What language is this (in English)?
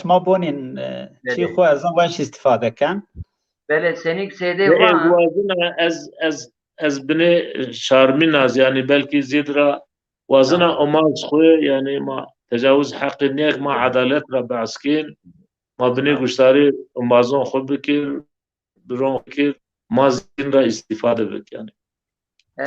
Zaza